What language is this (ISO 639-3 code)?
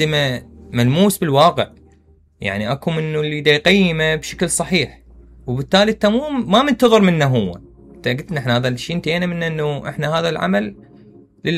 acm